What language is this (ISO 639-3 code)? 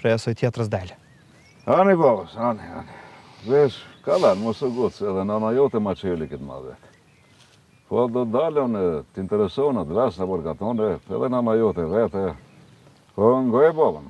sqi